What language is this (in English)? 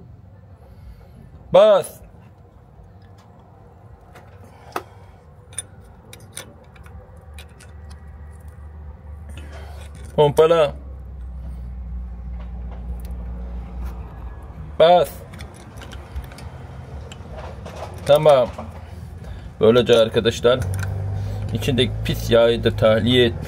Turkish